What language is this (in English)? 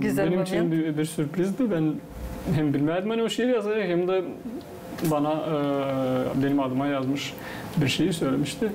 Gagauz